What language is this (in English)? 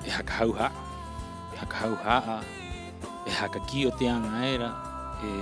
Rapanui